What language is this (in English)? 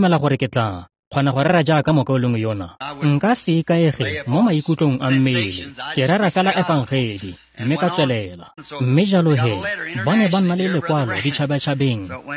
Tswana